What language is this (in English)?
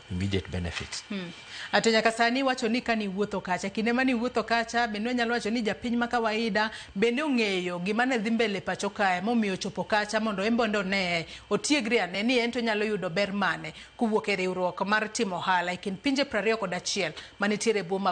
Luo (Kenya and Tanzania)